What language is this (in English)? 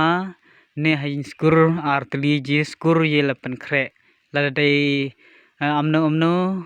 Khasi